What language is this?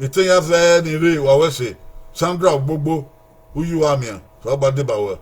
Bini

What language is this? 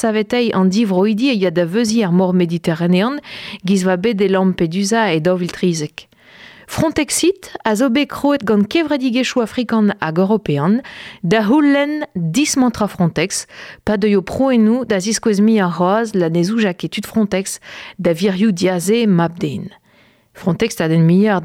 Breton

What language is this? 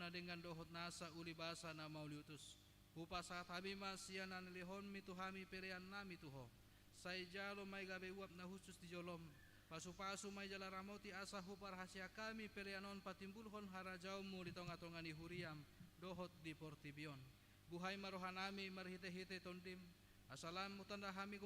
Batak Toba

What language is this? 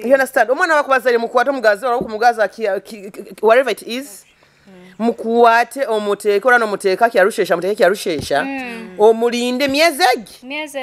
Nyoro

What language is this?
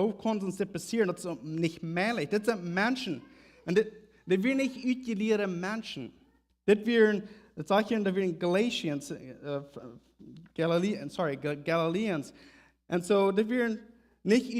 Plautdietsch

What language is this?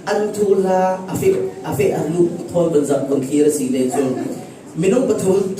Falam Chin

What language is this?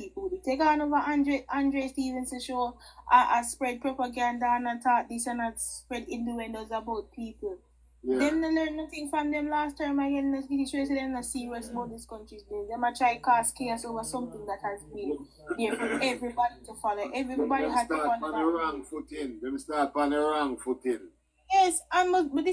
Jamaican Creole English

